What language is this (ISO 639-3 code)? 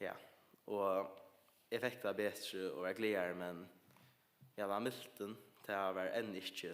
fao